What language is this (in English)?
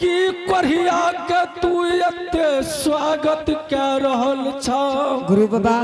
Angika